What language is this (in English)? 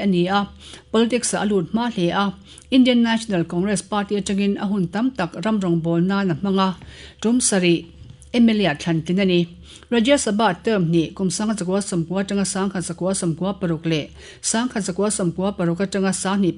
Mizo